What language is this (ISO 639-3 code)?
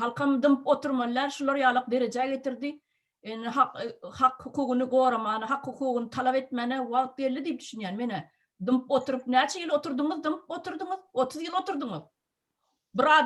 tuk